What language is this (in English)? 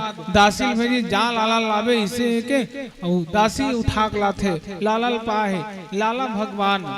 Chhattisgarhi